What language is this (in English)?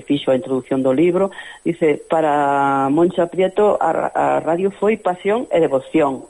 Galician